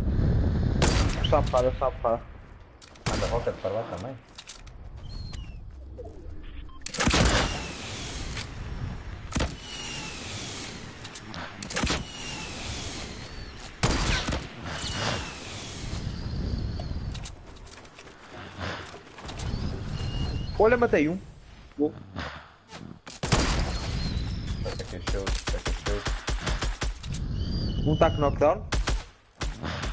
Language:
Portuguese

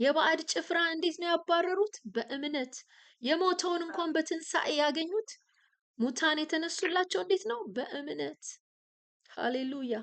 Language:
Amharic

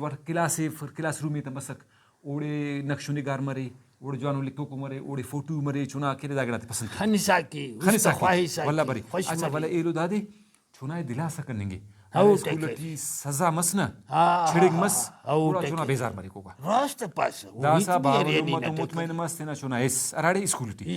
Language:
Brahui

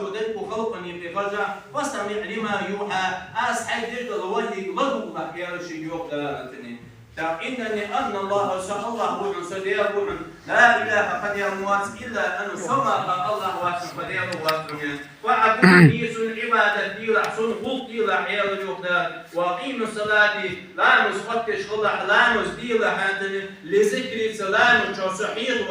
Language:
Ingush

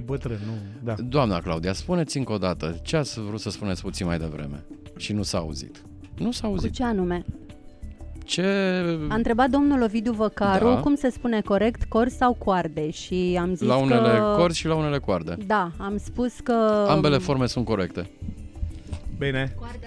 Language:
Romanian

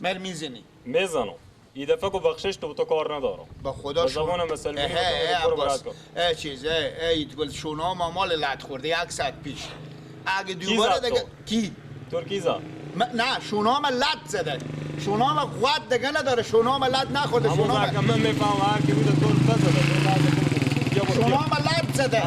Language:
Persian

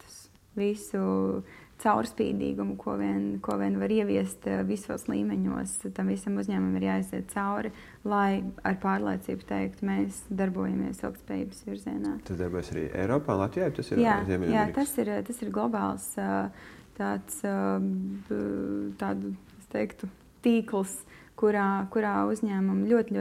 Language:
Latvian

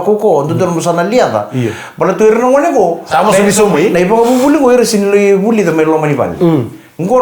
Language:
Fijian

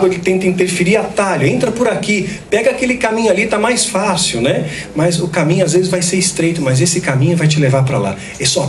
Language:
Portuguese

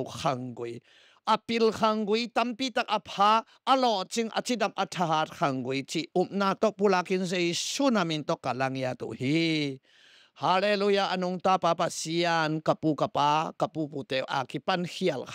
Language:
Tedim Chin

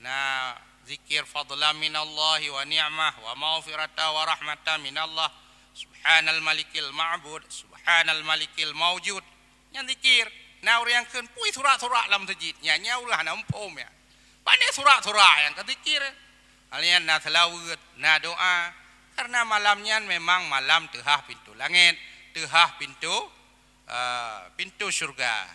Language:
Achinese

